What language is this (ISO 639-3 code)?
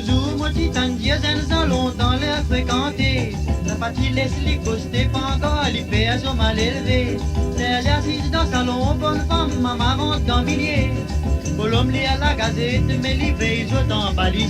mfe